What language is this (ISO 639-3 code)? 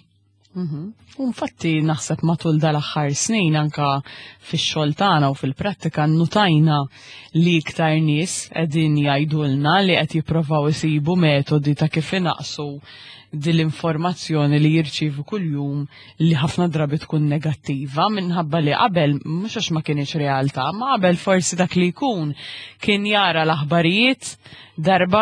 mlt